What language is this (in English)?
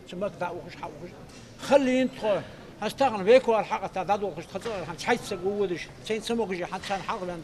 Ingush